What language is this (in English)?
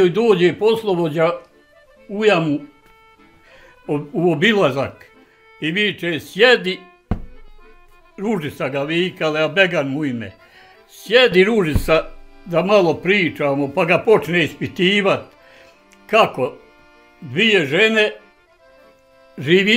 Bosnian